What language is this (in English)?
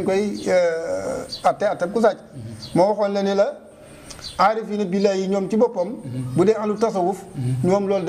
Wolof